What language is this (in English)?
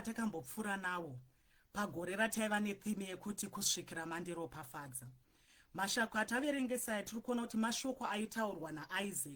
Shona